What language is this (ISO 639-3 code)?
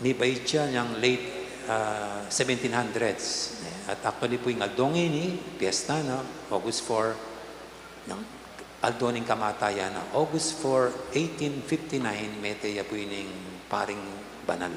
pam